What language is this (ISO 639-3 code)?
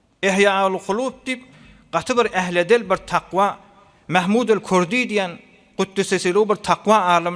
tuk